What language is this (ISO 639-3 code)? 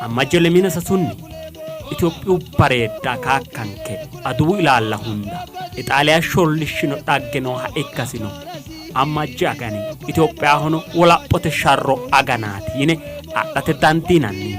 sid